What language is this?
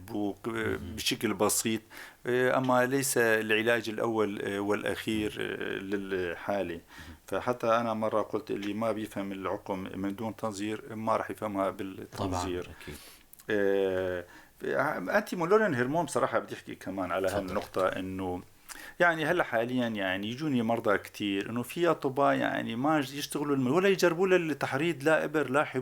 North Levantine Arabic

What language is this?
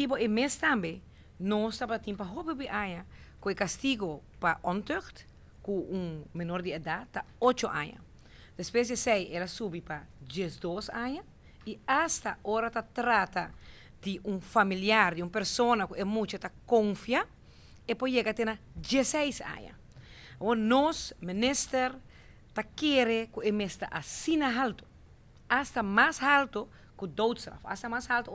Papiamento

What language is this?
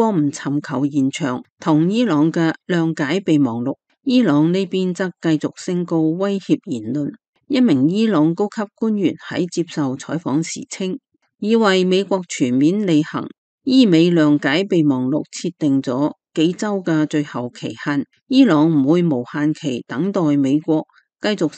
Cantonese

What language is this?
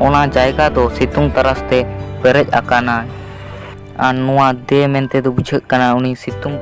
Santali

